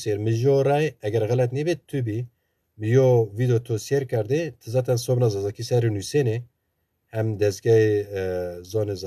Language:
Zaza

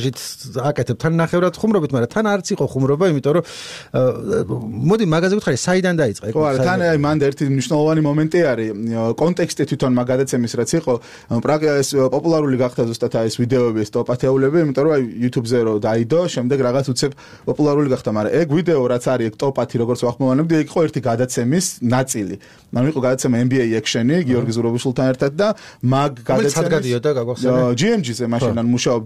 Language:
Georgian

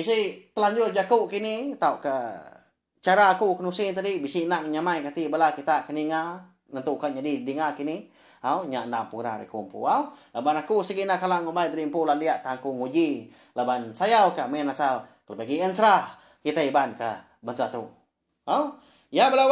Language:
Iban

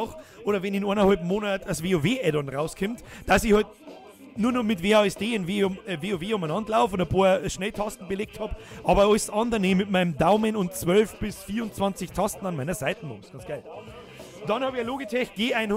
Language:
Bavarian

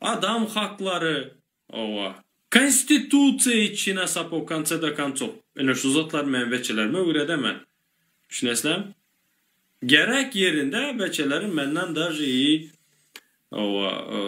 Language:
Turkmen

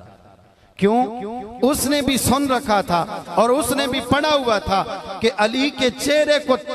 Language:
Hindi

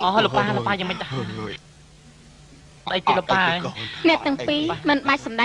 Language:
Khmer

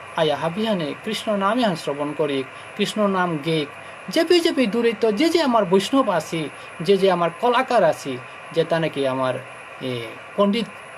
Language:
Bishnupriya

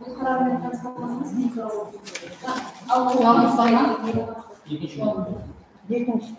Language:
Kara-Kalpak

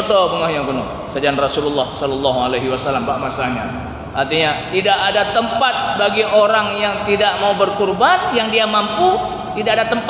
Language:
Achinese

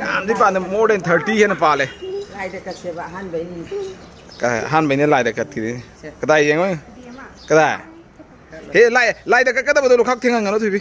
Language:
Manipuri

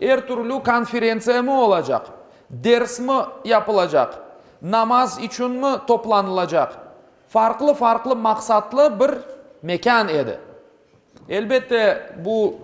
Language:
Crimean Tatar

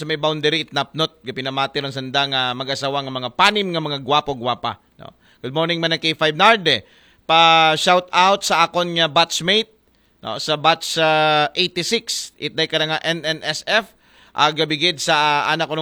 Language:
Aklanon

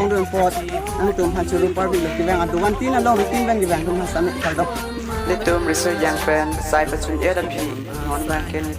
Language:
Karbi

